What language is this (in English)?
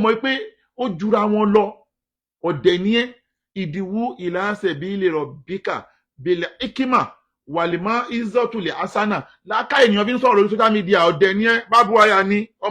Yoruba